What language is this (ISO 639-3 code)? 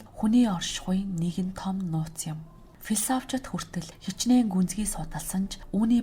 mon